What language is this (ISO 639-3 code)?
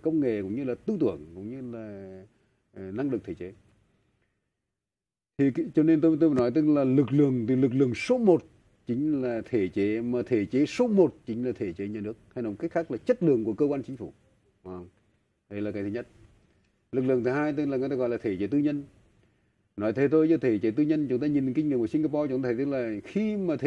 vie